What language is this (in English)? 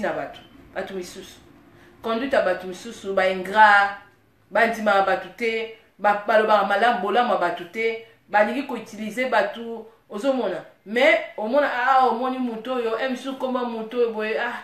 Lingala